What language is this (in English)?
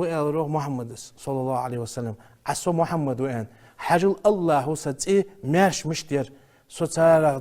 Ingush